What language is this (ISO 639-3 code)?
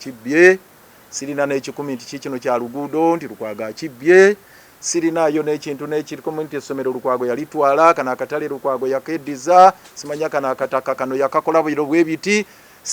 lug